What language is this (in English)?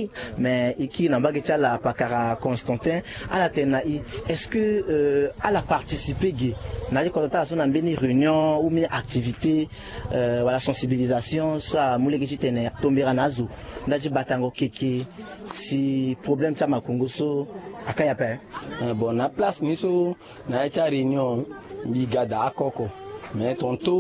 Sango